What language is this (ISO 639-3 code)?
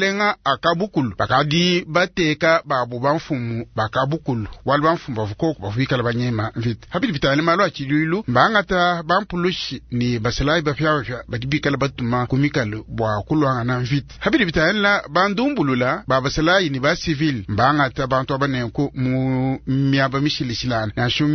lua